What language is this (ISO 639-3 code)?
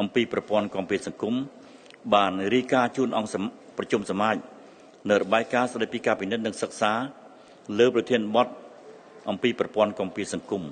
khm